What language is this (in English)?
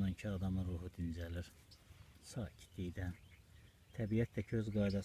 Azerbaijani